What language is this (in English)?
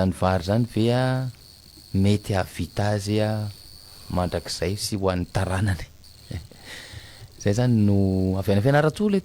Malagasy